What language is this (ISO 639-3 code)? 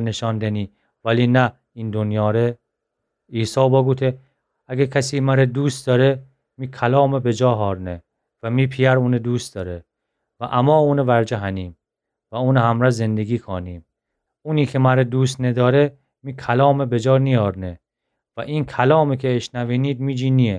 glk